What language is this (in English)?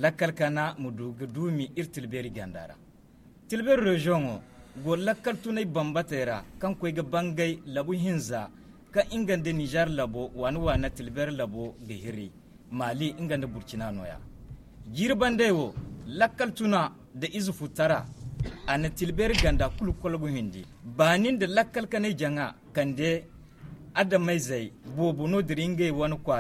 Zarma